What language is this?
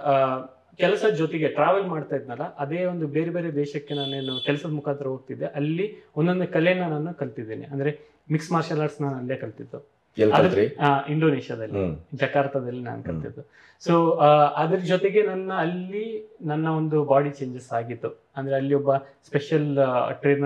Kannada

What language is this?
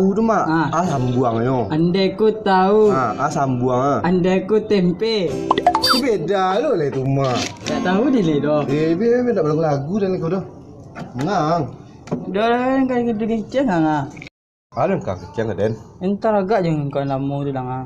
Minangkabau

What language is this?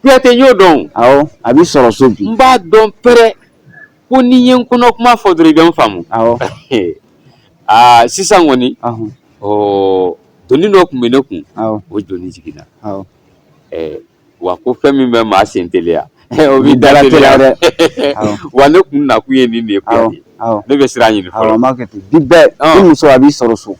Bambara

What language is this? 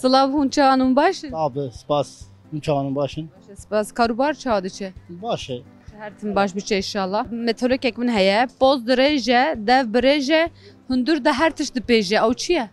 Kurdish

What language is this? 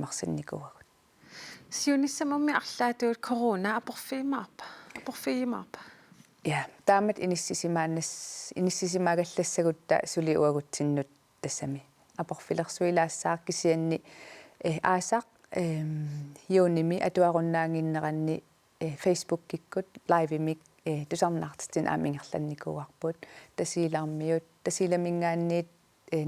Kalaallisut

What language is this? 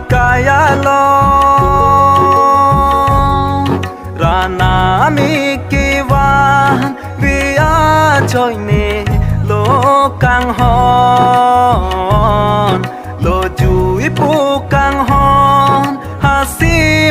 Karbi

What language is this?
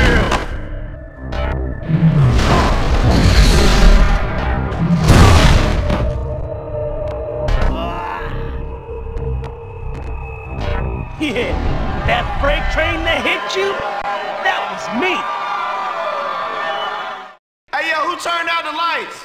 English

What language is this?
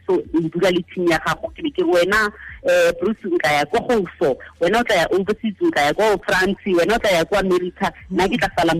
Tswana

